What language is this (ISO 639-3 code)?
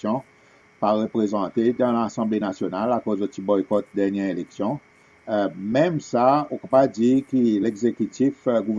crs